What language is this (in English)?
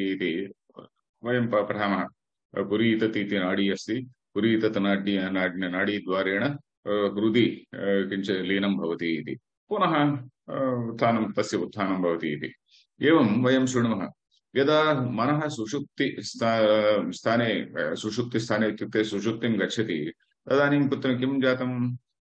Sanskrit